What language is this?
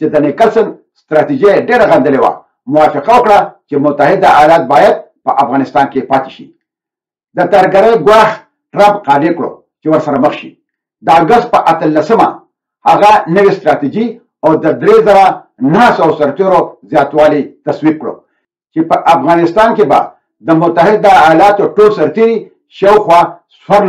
Pashto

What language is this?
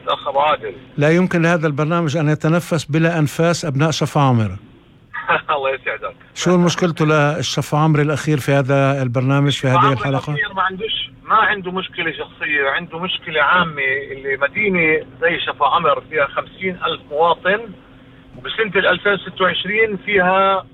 North Levantine Arabic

